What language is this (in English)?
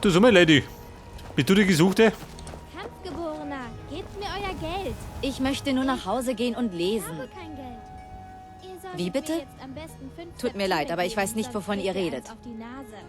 Bavarian